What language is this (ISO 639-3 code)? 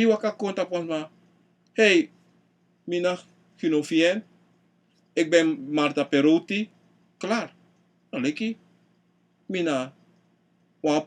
srn